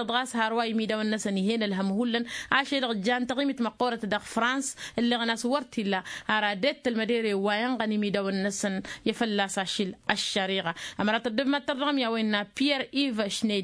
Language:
Tamasheq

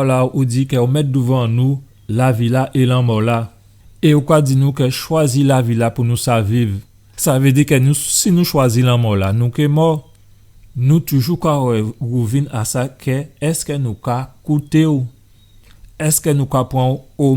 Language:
Guadeloupean Creole French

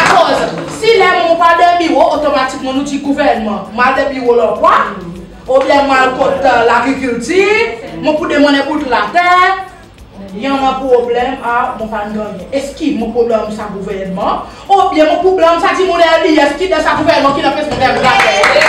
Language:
Seselwa Creole French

